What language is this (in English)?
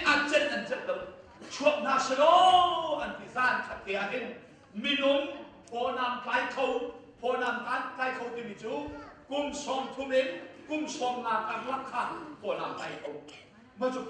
Hakha Chin